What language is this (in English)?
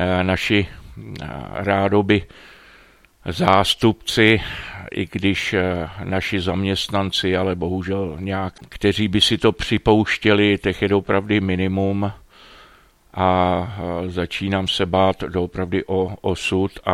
Czech